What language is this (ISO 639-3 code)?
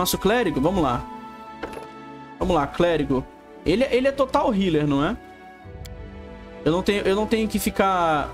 por